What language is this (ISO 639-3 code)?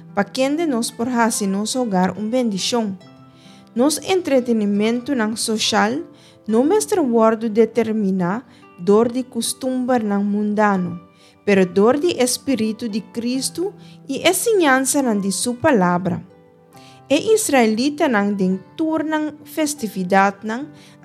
pap